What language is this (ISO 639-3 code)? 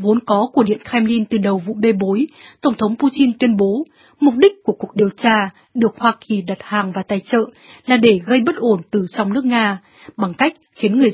vie